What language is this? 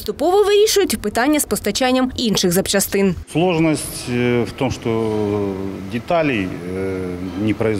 Ukrainian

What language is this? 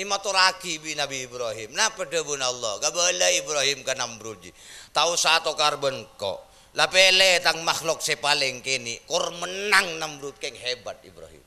Madurese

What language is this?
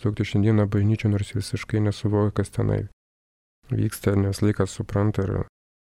Lithuanian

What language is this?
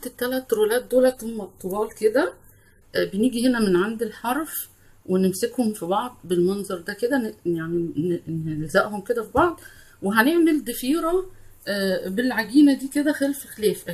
Egyptian Arabic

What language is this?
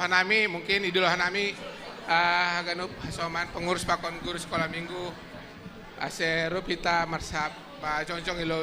Batak Simalungun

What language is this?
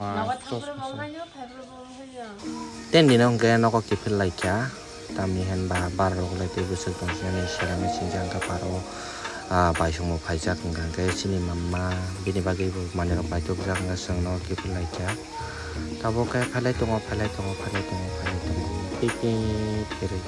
Kok Borok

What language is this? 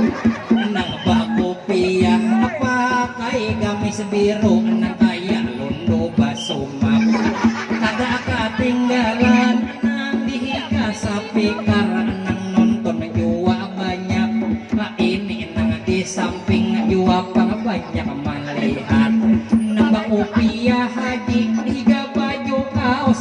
Banjar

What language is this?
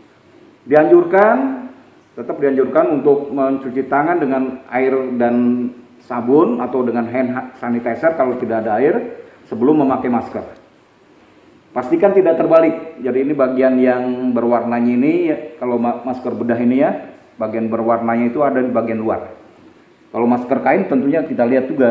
Indonesian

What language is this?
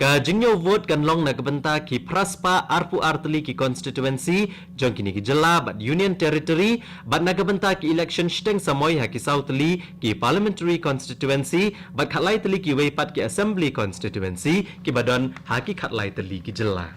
Khasi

